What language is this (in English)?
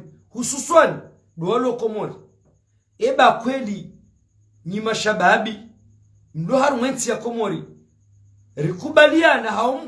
Ngazidja Comorian